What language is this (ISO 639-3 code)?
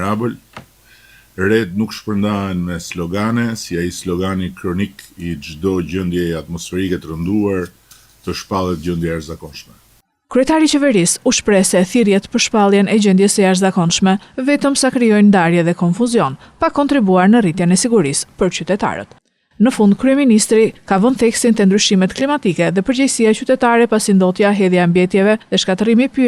sqi